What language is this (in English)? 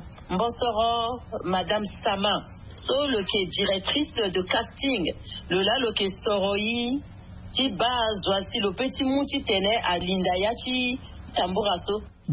Sango